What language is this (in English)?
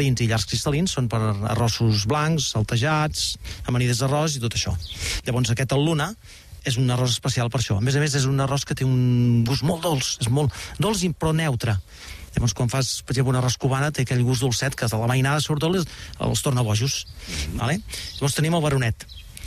Catalan